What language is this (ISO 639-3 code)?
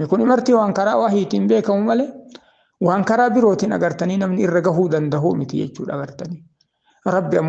orm